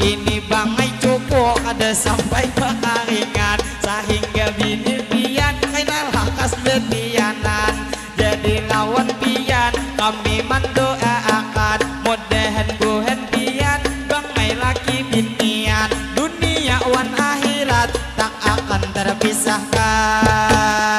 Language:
Banjar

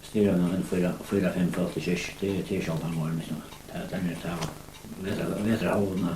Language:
Faroese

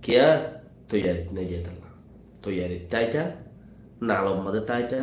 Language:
Rohingya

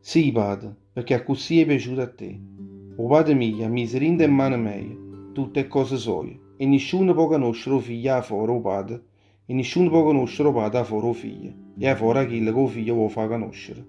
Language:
Neapolitan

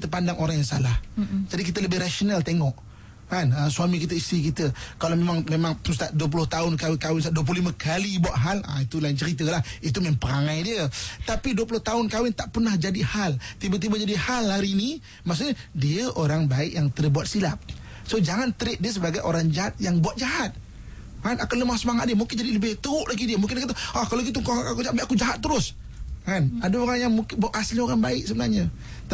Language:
Malay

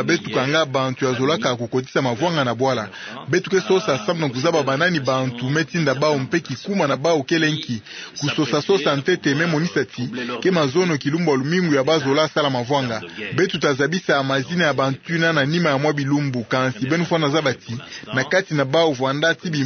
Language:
Kituba (Democratic Republic of Congo)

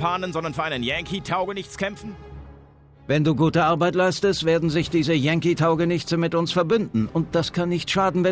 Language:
Bavarian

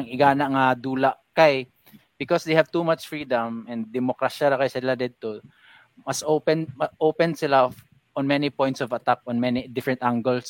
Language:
Filipino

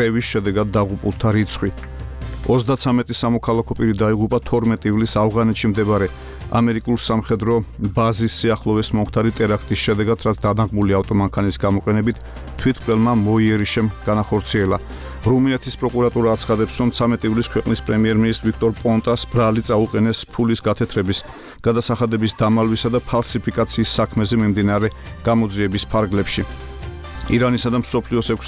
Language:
Georgian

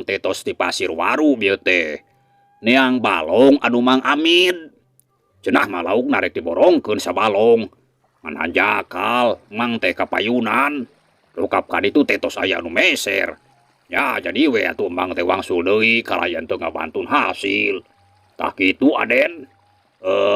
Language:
Sundanese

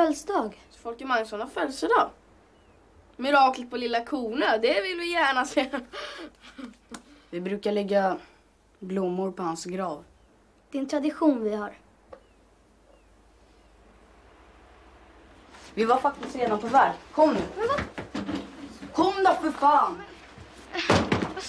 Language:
Swedish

